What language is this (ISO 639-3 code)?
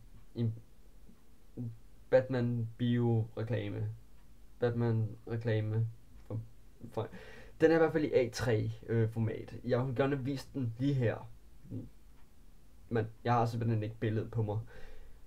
dan